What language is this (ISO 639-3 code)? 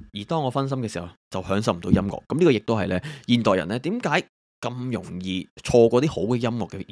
yue